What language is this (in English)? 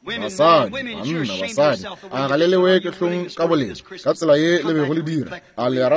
Northern Sotho